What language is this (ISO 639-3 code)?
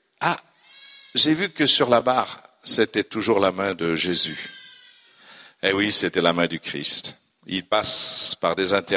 fra